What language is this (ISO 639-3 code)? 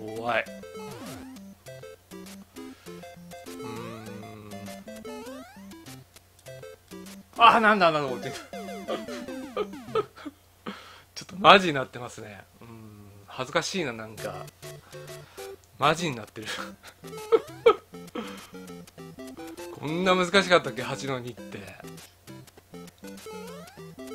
jpn